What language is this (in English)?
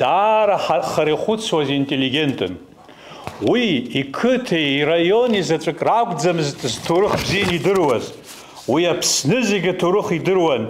Abkhazian